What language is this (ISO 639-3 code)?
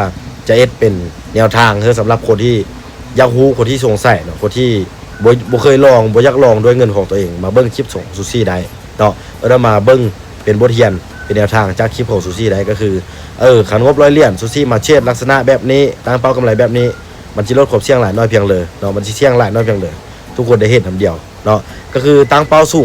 lao